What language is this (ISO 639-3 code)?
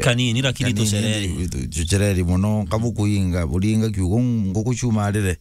mer